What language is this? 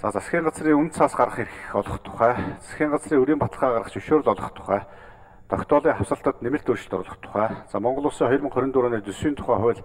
Mongolian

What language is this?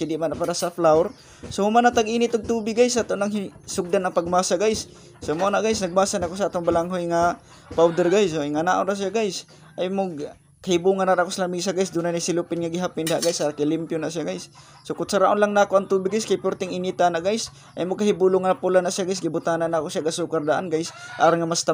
Cebuano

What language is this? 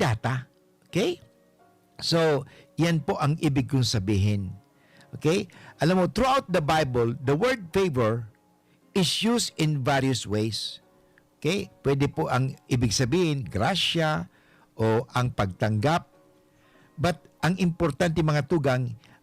Bikol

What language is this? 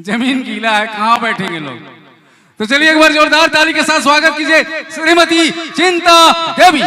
Sadri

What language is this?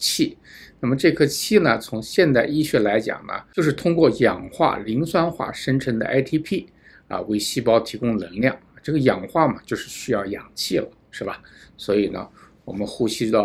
Chinese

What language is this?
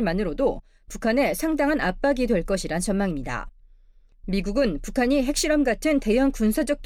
Korean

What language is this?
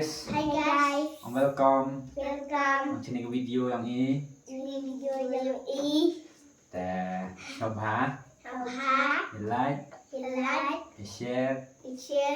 Khasi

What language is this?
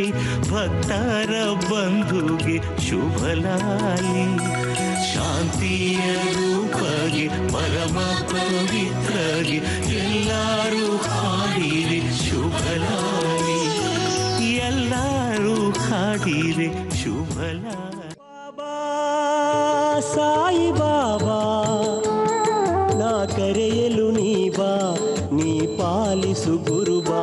Kannada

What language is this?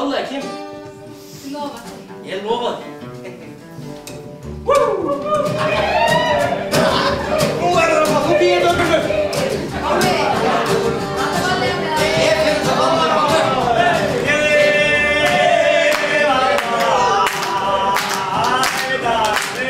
Icelandic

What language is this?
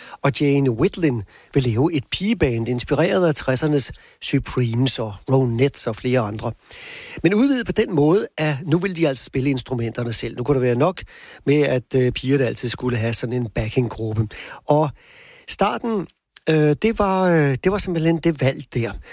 Danish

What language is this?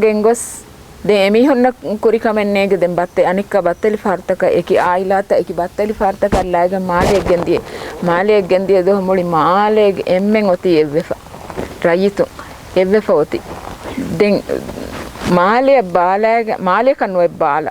Divehi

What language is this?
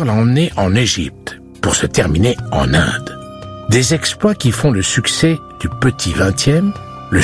French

